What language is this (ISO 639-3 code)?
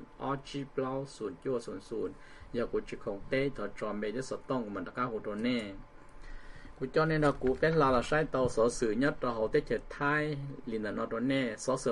vie